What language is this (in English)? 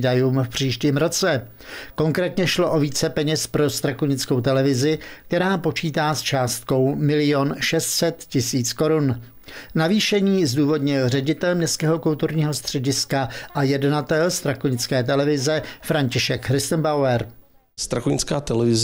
Czech